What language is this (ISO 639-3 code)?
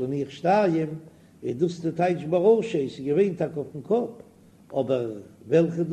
yid